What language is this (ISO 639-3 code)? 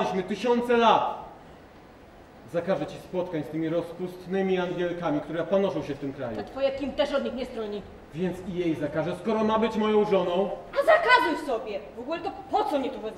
pol